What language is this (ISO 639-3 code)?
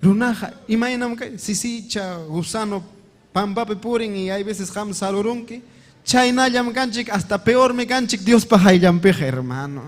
quy